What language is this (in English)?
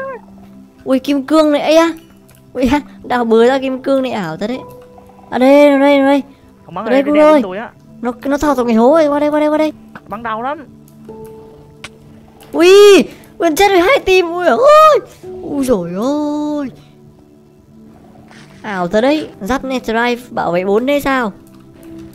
Vietnamese